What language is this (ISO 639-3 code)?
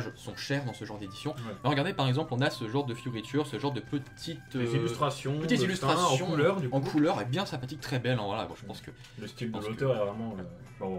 fra